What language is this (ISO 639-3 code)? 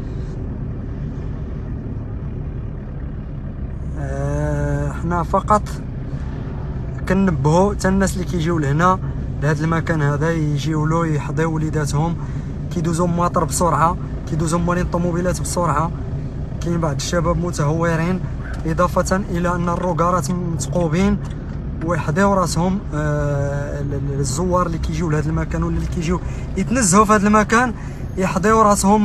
ary